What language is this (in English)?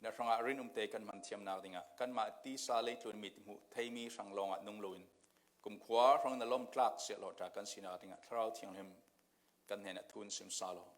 Falam Chin